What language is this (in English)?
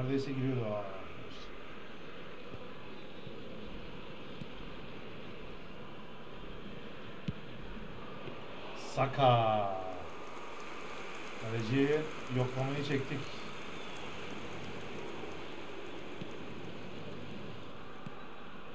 Turkish